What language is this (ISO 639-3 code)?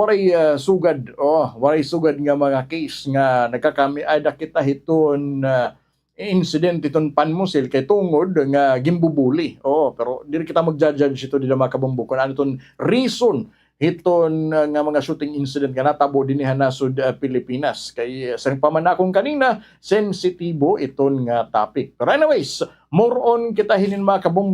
war